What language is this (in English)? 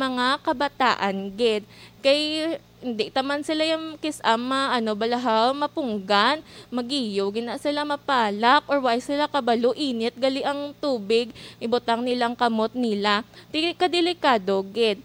Hiligaynon